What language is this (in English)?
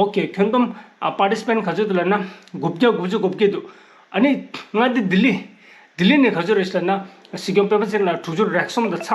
Tibetan